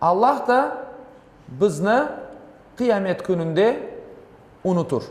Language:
Crimean Tatar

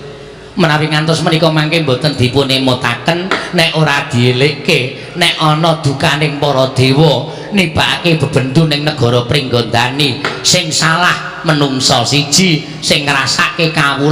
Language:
Javanese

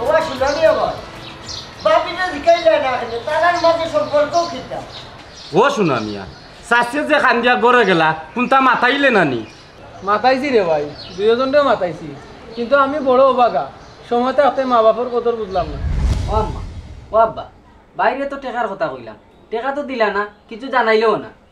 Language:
Sylheti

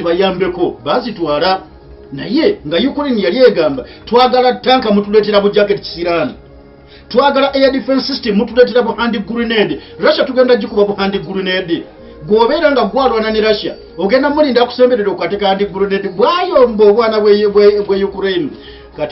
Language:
Ganda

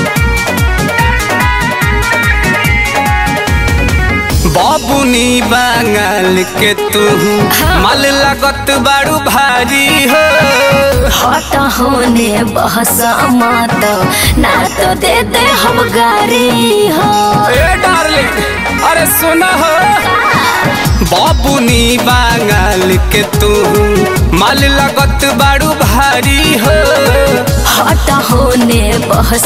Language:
Bhojpuri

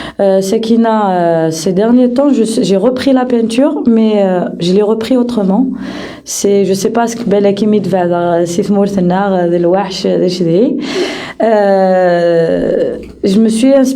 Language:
Kabyle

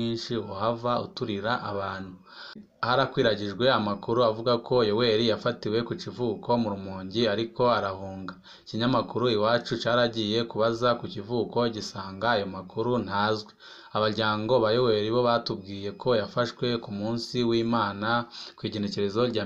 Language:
Rundi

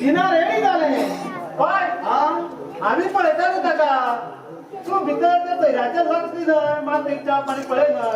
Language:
Konkani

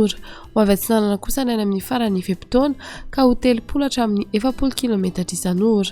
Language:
Malagasy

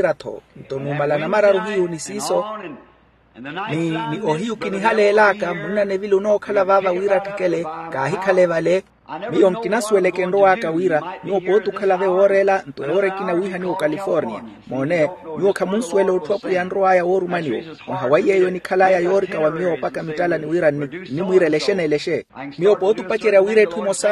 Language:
Makhuwa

